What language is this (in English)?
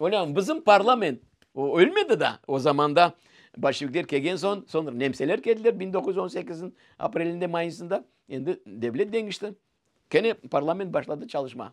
Crimean Tatar